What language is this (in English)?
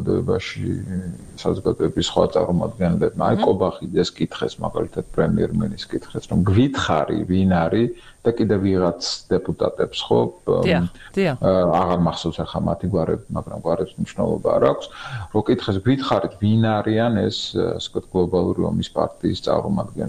Georgian